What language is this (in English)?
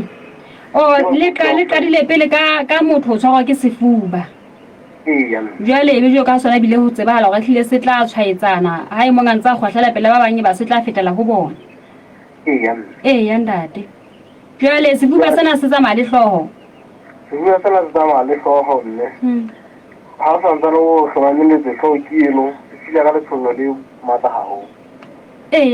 Southern Sotho